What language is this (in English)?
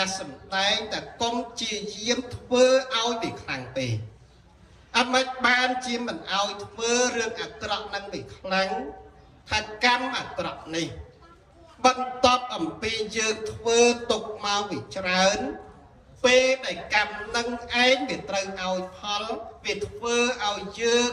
Khmer